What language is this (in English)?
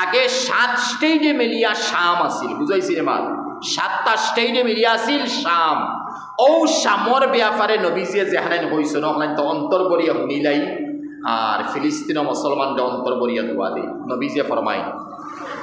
Sylheti